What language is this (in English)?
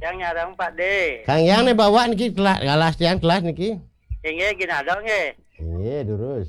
Balinese